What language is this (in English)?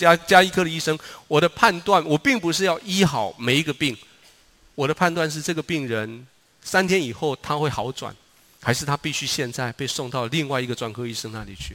Chinese